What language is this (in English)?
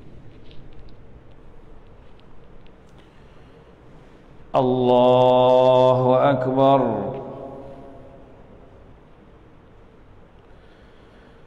Arabic